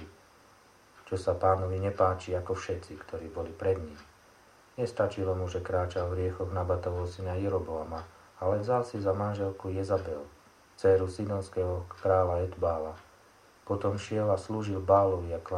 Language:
Slovak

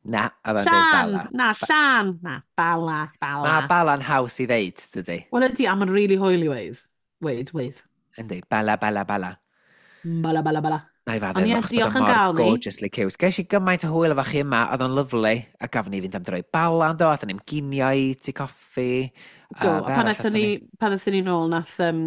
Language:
Welsh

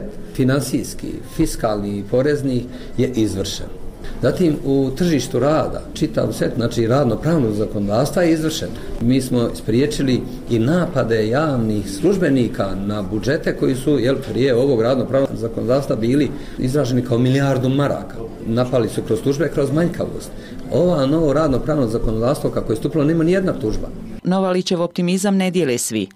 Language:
Bosnian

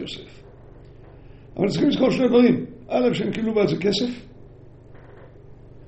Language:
Hebrew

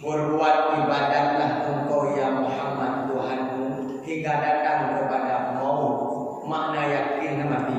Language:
Achinese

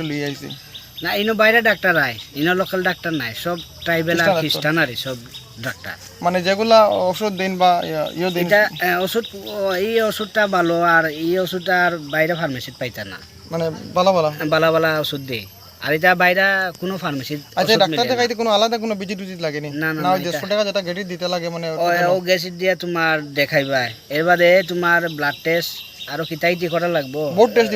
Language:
Sylheti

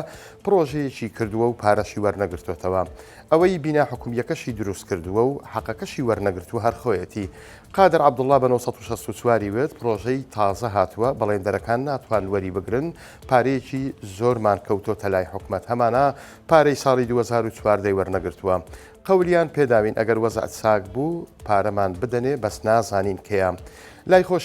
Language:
Central Kurdish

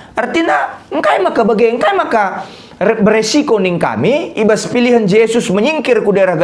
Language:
Batak Karo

